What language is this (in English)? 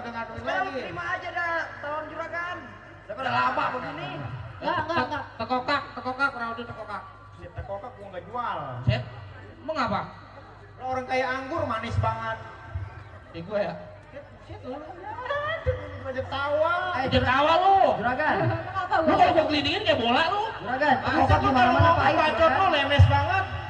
Betawi